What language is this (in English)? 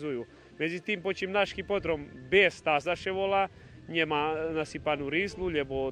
Rusyn